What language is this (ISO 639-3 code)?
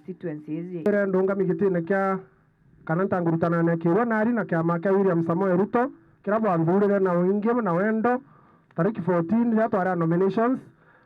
mer